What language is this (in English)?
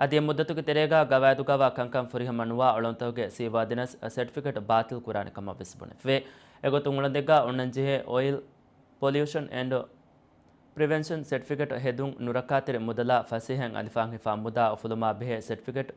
Divehi